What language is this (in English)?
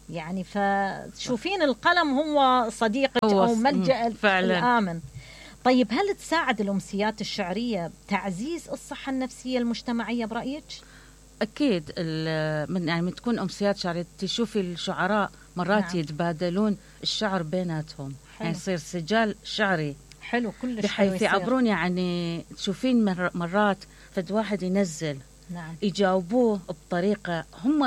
Mesopotamian Arabic